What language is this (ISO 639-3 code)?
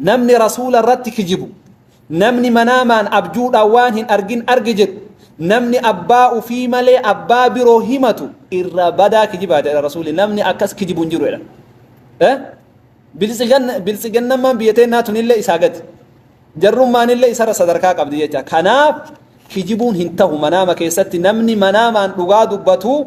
orm